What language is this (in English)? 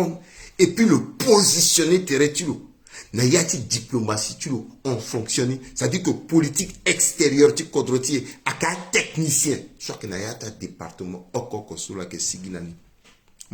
Sango